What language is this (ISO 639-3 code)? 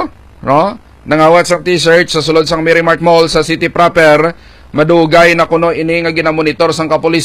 hil